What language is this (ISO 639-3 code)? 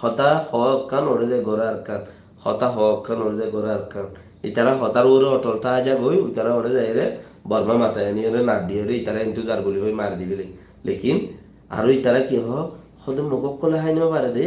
rhg